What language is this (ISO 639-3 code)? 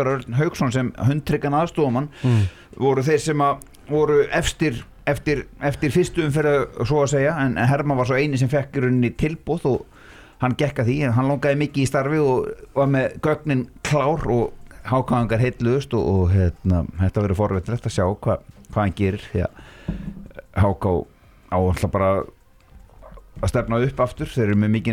isl